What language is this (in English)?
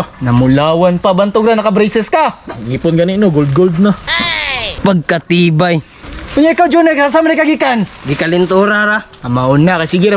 Cebuano